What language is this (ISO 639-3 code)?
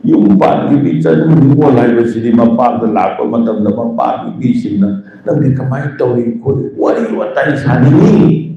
mni